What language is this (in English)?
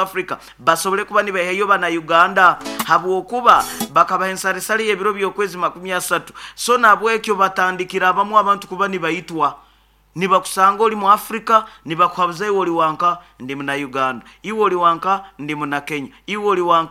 Nyoro